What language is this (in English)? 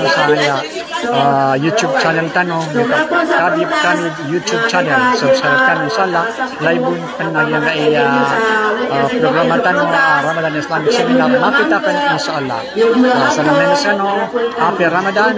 Maranao